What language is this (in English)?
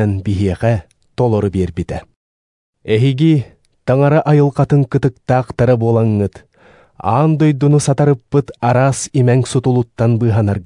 Yakut